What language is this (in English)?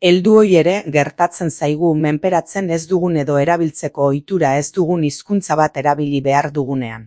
Basque